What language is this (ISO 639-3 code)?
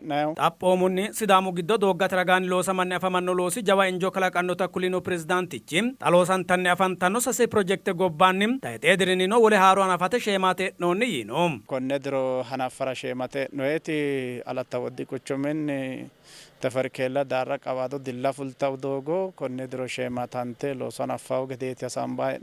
sid